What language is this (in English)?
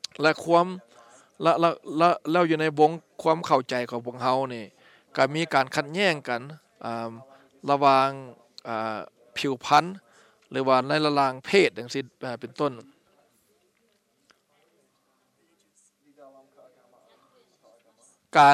Thai